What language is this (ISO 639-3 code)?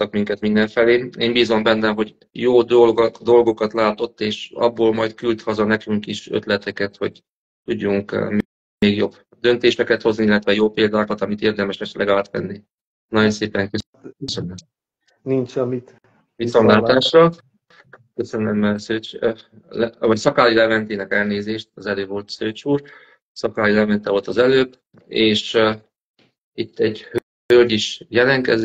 hun